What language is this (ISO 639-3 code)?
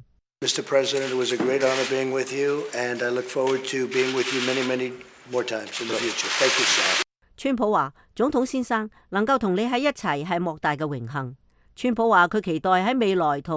yue